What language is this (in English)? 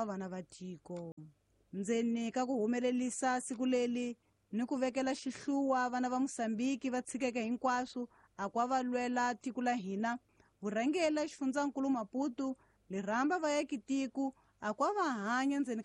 Tsonga